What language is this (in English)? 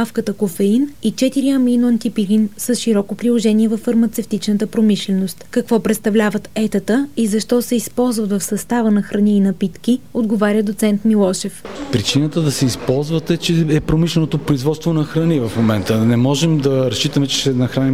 Bulgarian